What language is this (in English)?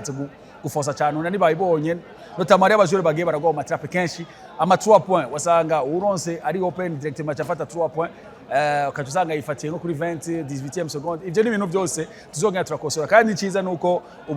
Rundi